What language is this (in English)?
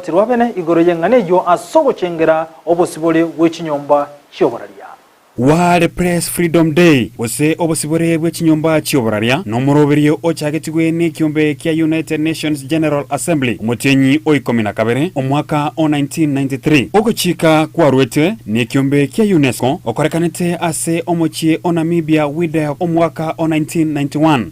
Gusii